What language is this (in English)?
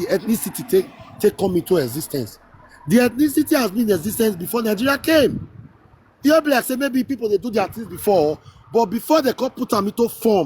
Nigerian Pidgin